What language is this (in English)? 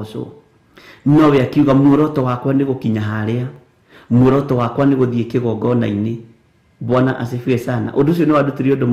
Kikuyu